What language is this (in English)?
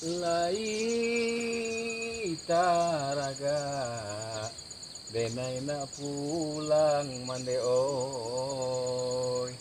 Minangkabau